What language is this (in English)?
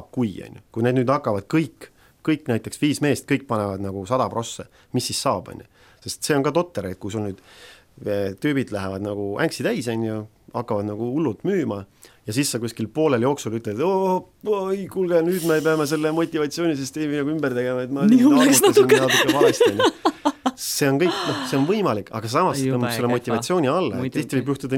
Estonian